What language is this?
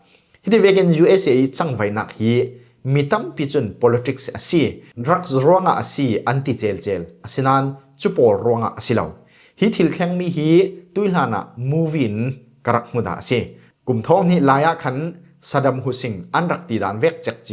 Falam Chin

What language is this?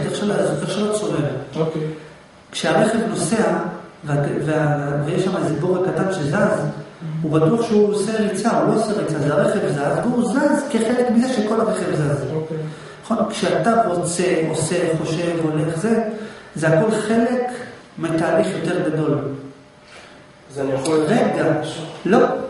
Hebrew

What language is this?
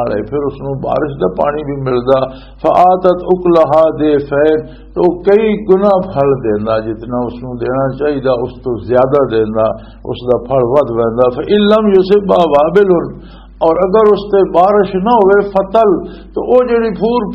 Western Panjabi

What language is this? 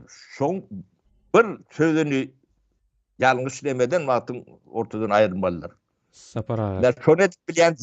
Turkmen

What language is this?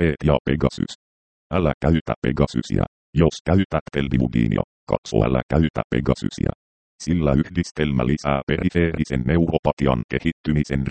Finnish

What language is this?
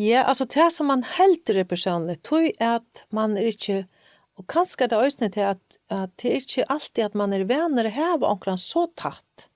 Faroese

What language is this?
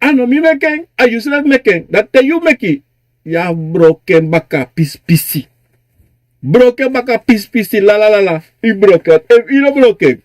Sranan Tongo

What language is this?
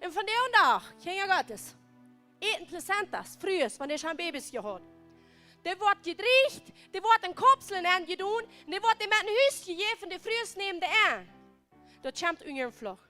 Plautdietsch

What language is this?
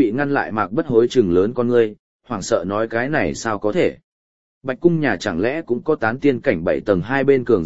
Vietnamese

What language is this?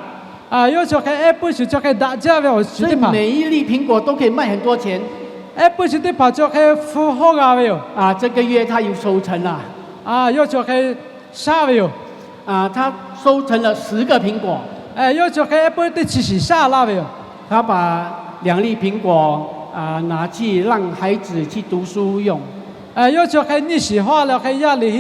Lahu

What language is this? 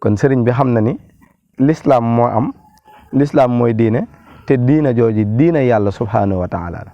Wolof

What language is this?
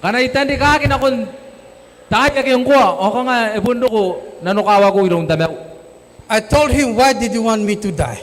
Gilbertese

